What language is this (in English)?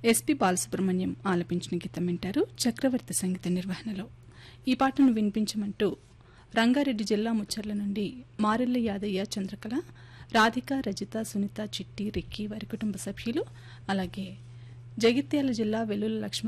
Telugu